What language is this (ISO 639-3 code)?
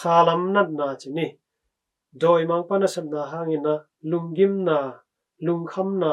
ctd